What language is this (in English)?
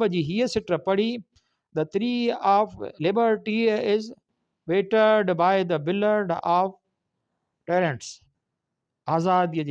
Sindhi